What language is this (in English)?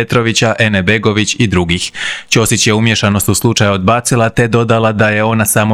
Croatian